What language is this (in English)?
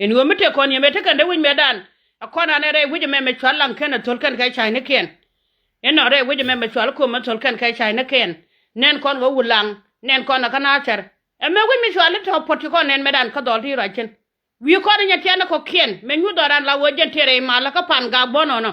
Nuer